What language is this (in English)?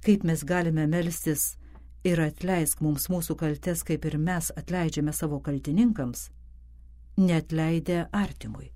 Lithuanian